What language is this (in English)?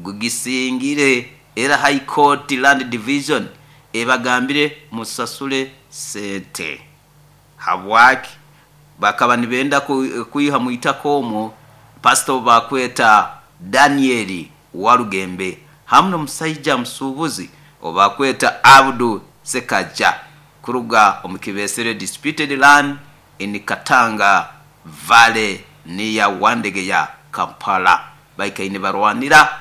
Nyoro